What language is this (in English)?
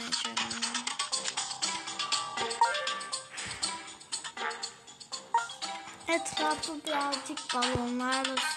Turkish